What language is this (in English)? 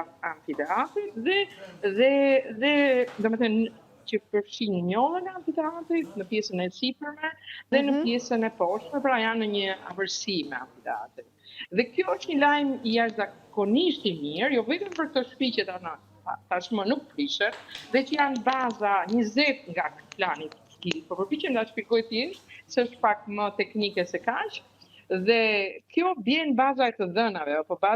Albanian